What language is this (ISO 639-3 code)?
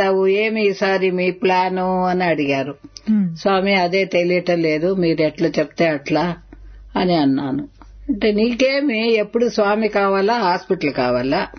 tel